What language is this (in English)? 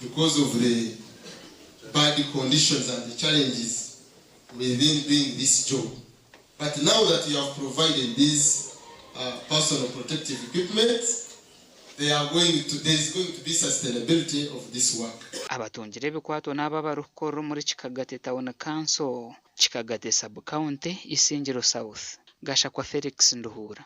Nyankole